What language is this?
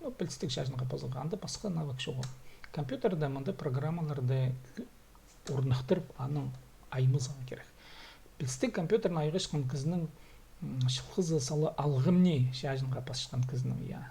Khakas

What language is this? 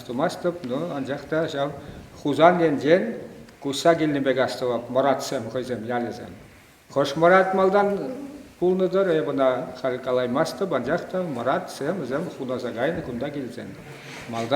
Chuvash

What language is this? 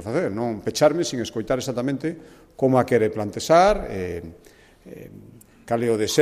Galician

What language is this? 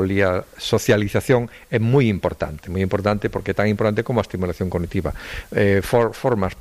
Galician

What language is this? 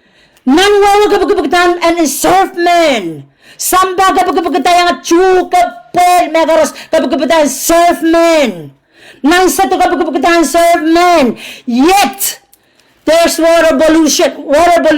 Pohnpeian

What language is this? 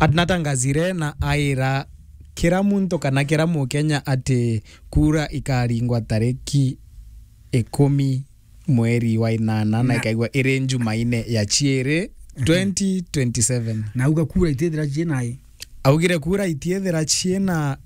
Meru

